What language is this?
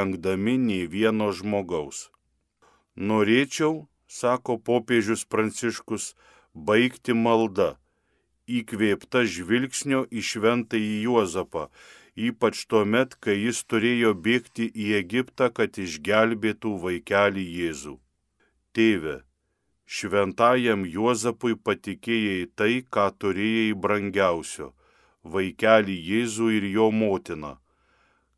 Lithuanian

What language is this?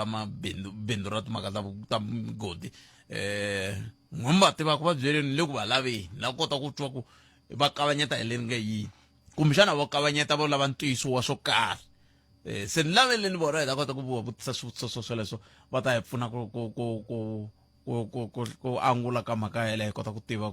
Tsonga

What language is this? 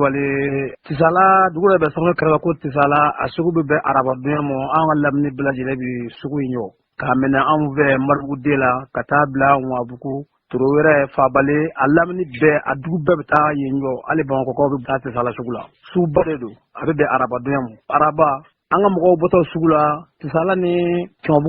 Bambara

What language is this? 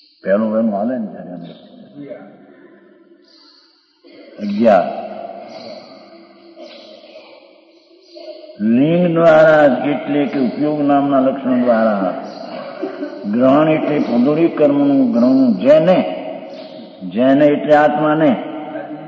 Gujarati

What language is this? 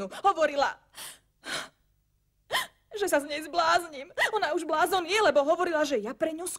Slovak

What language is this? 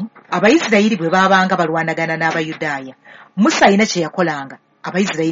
Ganda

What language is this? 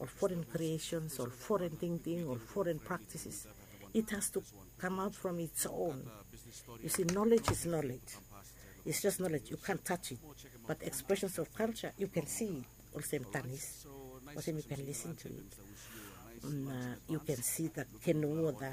Bislama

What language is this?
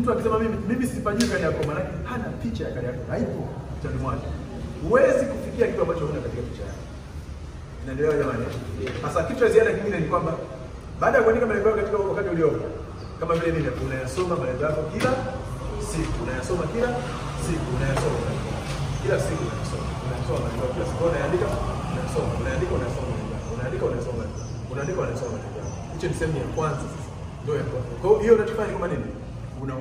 Swahili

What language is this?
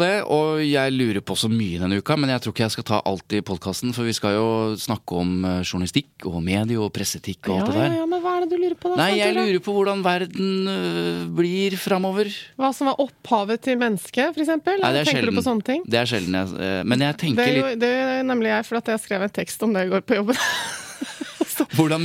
Norwegian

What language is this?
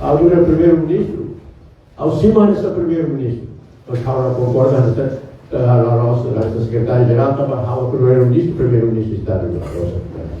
Tetum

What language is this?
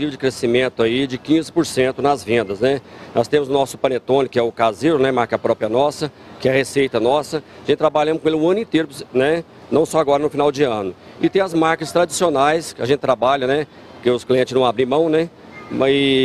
Portuguese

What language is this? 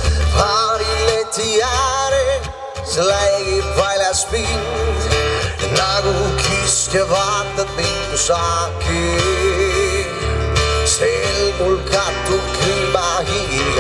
Estonian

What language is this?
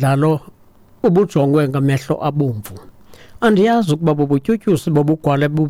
Xhosa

